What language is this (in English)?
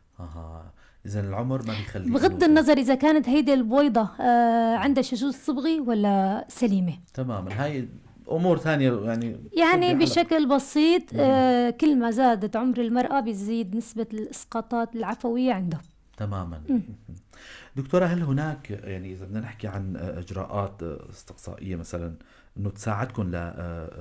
North Levantine Arabic